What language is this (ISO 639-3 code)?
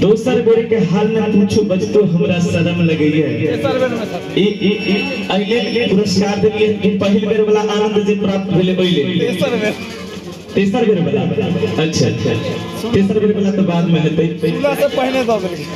mai